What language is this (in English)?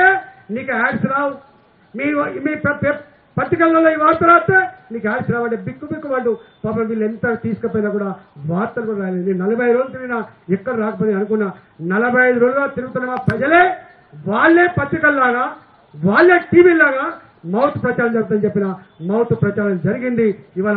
Telugu